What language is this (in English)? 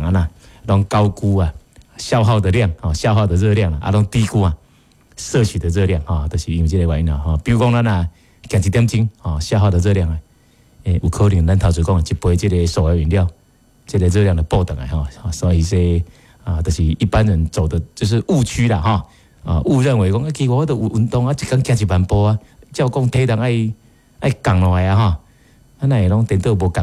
Min Nan Chinese